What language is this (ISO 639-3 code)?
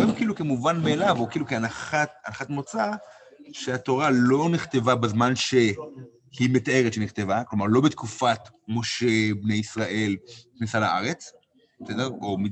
heb